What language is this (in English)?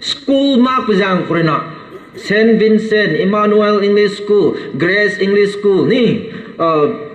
Rongmei Naga